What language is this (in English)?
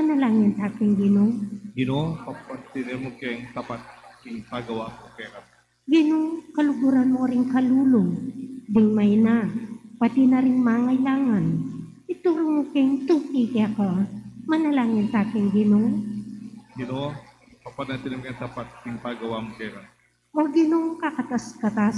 Pampanga